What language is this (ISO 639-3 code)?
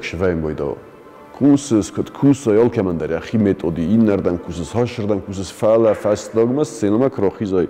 oss